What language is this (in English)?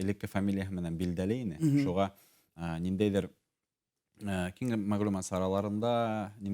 Bashkir